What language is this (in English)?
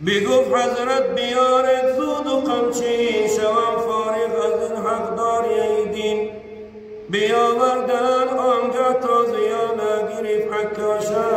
Tajik